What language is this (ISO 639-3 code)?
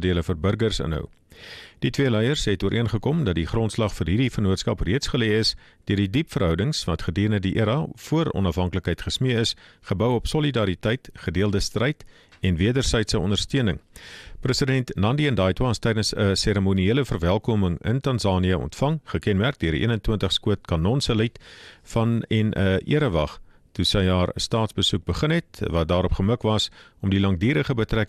afr